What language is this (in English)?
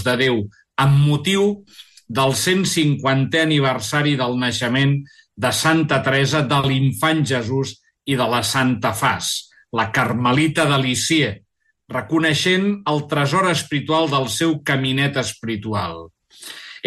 Catalan